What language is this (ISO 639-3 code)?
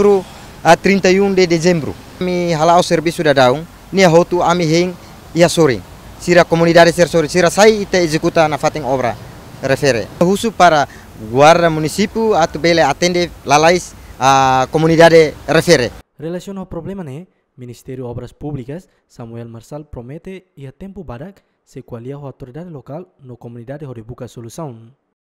tet